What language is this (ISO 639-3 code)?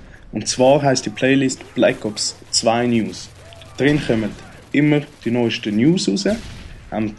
gsw